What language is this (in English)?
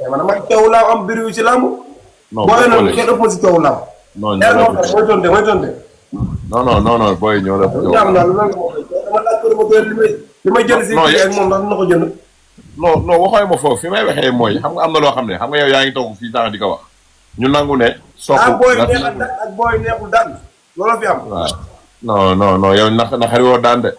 Wolof